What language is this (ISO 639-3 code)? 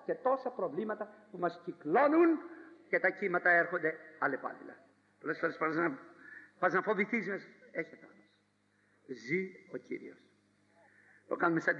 ell